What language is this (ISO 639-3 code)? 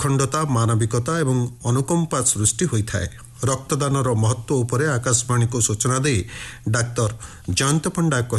ori